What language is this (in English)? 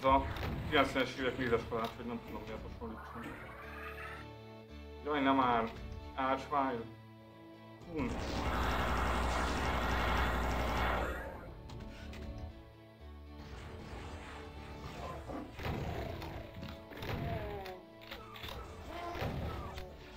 Hungarian